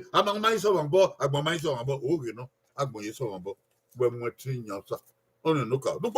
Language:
Bini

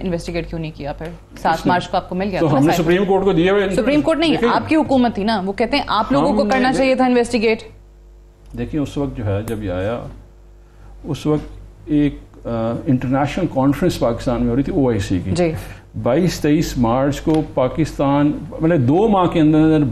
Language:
Urdu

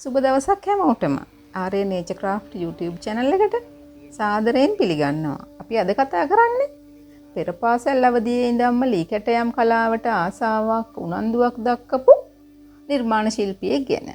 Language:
Sinhala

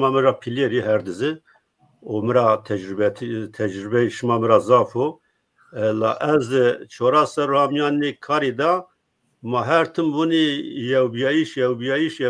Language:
Zaza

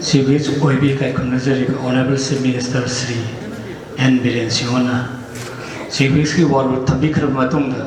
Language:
Manipuri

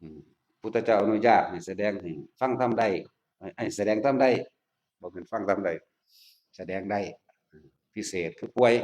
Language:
Northeastern Thai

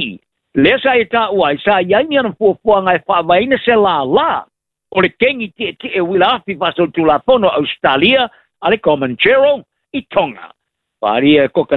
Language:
Samoan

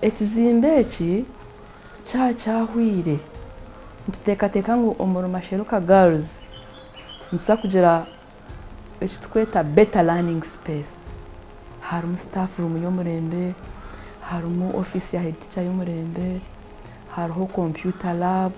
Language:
Nyankole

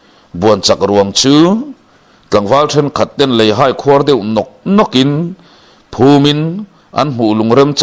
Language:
Mizo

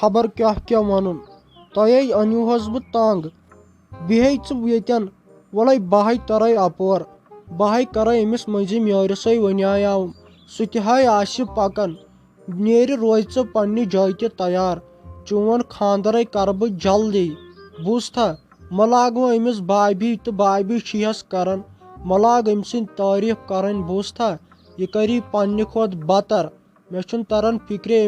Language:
Kashmiri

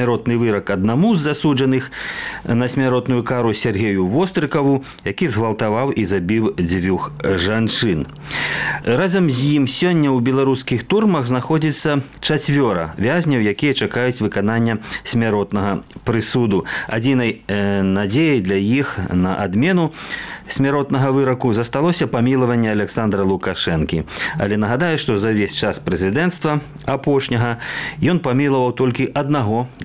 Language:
Belarusian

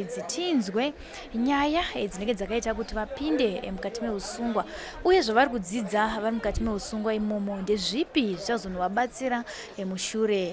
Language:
Shona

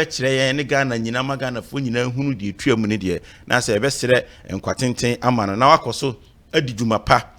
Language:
Akan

